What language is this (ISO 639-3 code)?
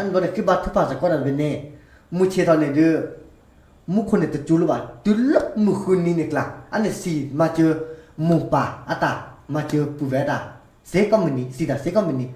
ksw